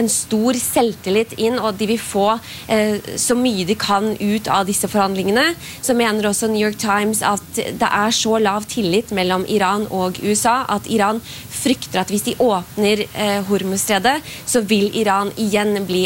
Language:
Norwegian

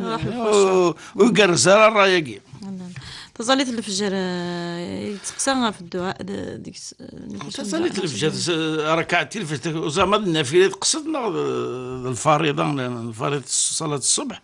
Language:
Kabyle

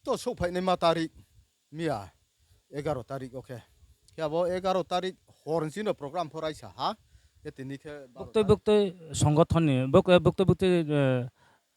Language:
Riang (India)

